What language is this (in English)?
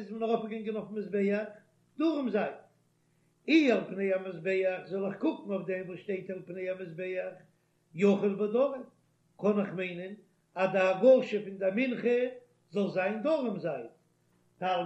Yiddish